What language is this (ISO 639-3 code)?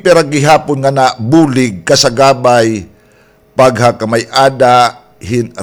war